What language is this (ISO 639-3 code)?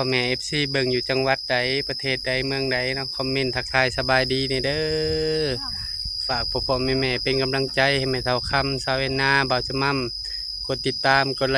tts